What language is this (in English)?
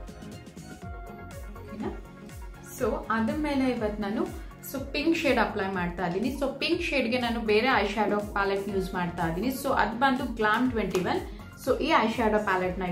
Kannada